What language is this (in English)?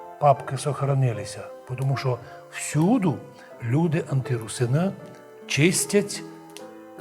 Rusyn